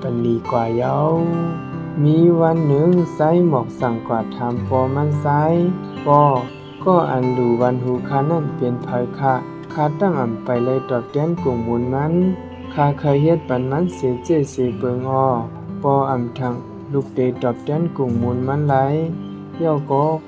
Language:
Shan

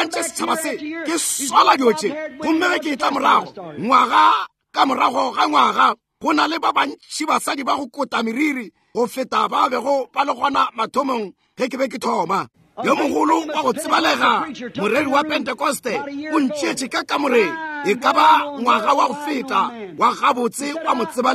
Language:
Northern Sotho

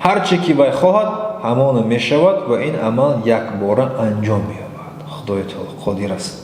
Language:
Tajik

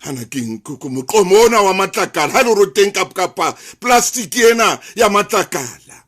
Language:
Southern Sotho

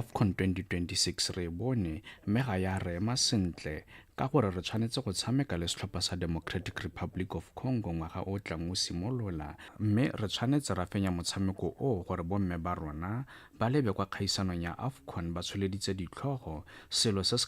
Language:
Tswana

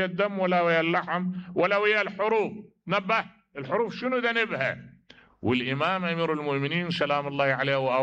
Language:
Mesopotamian Arabic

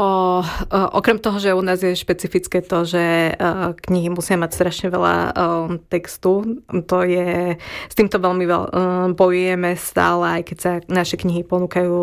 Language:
Slovak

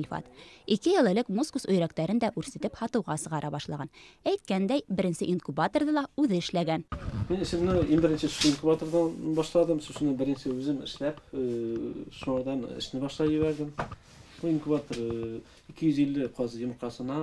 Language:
Bashkir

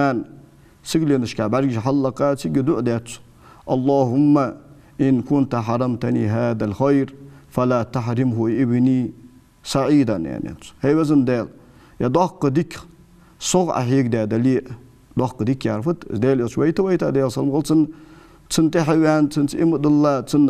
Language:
Ingush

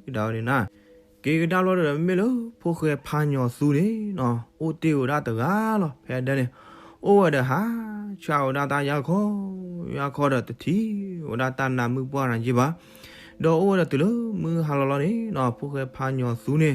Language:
S'gaw Karen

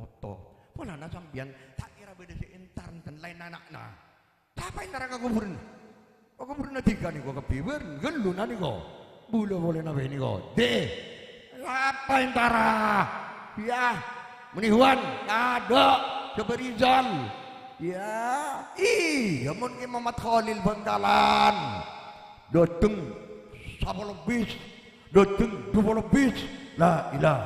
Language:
Madurese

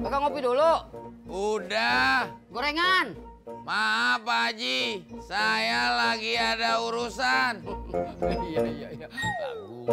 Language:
Betawi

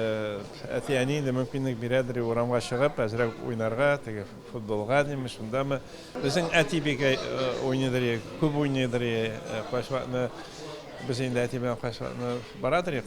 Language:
Tatar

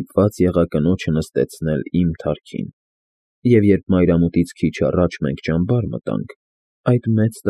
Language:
Armenian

